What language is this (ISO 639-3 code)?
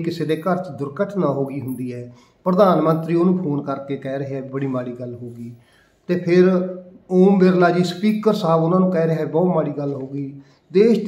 pan